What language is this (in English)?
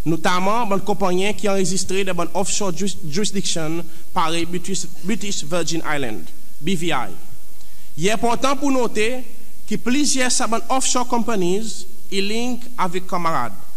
Seselwa Creole French